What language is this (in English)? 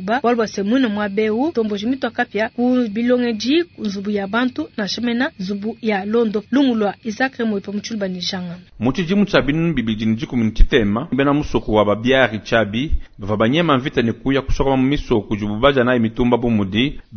Luba-Lulua